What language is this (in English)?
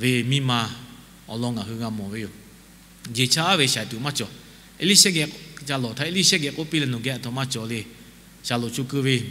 Lahu